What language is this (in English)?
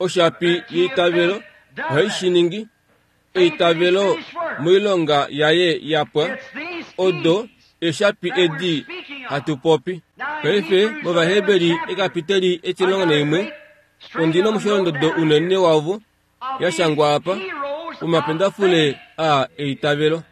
Kuanyama